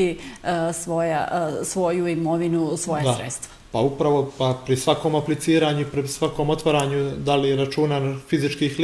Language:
Bosnian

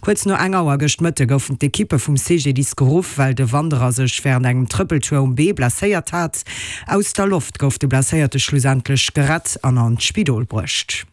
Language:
Luxembourgish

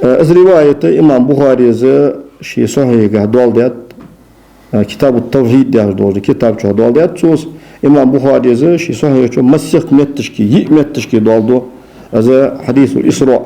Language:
Ingush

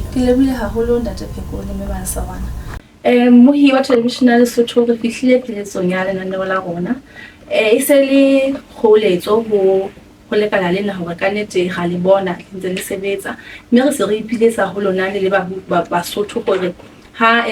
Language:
Southern Sotho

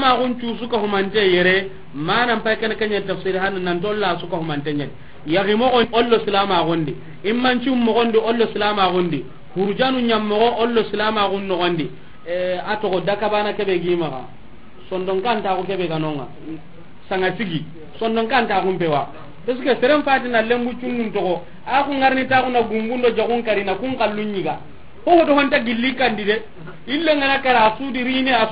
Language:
Soninke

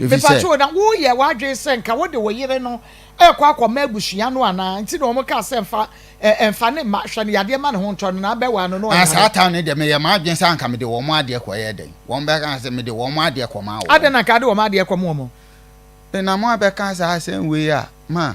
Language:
Akan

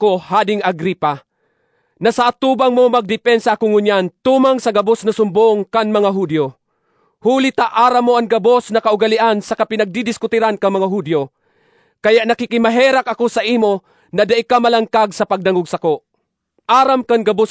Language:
Bikol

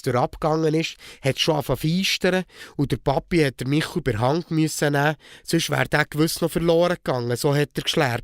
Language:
Swiss German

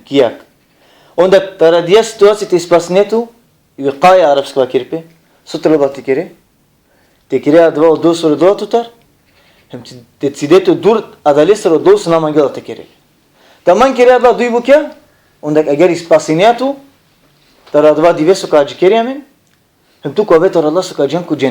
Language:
Balkan Romani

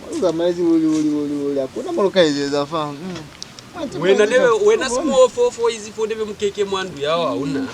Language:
Lozi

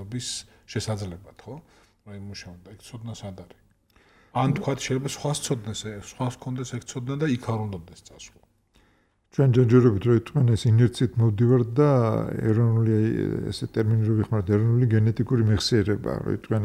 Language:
Georgian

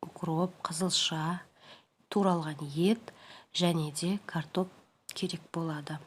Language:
Kazakh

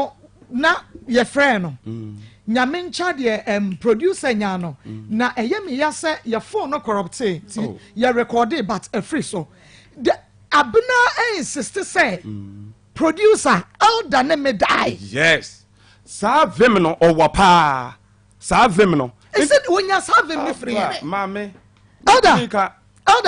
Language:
Akan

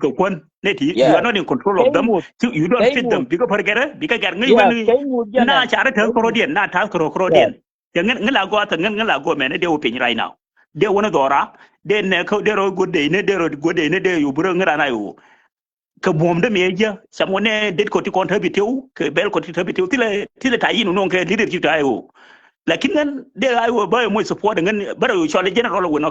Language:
Nuer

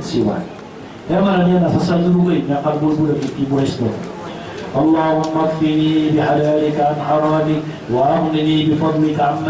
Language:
Maranao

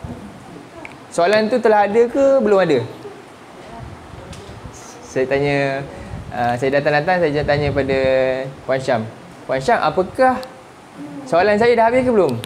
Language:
Malay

